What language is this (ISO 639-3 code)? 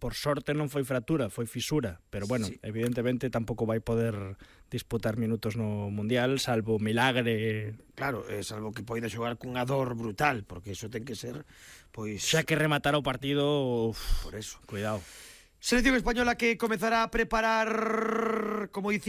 glg